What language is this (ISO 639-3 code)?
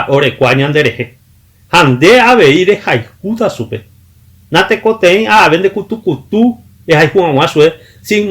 grn